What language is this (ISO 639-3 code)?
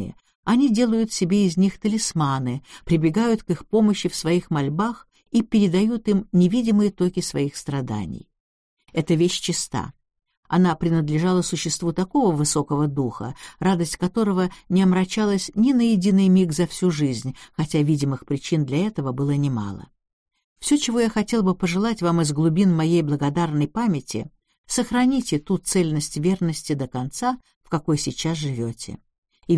rus